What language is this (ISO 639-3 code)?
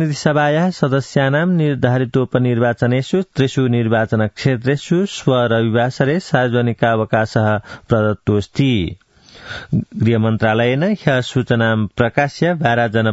san